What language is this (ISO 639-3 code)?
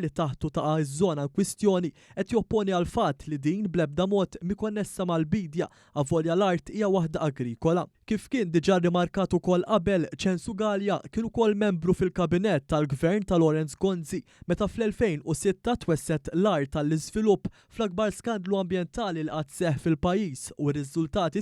mlt